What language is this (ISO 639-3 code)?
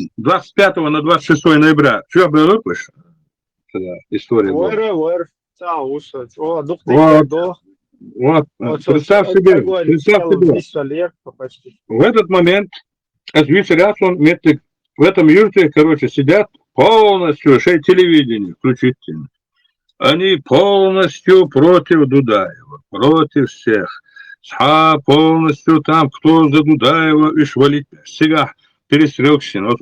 che